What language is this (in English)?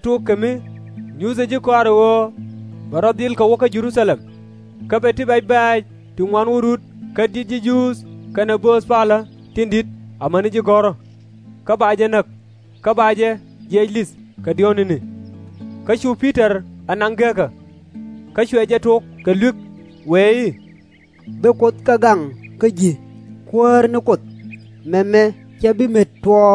Nuer